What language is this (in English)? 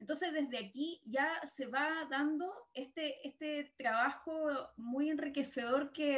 Spanish